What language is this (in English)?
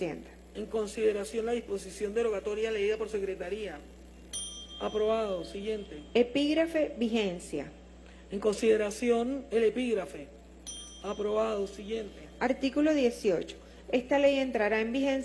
Spanish